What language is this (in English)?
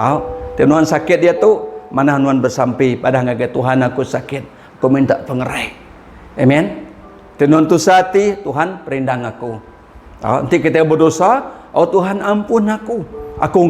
Iban